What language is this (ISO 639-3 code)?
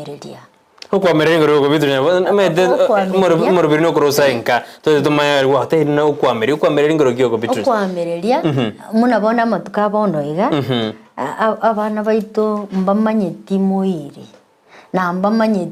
guz